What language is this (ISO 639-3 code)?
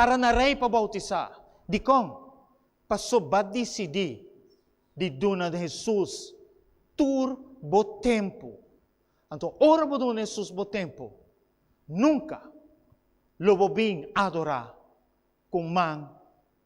pap